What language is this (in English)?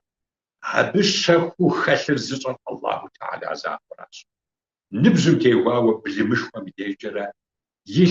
Kabardian